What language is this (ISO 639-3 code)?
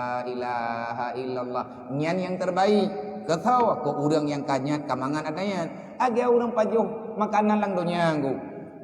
ace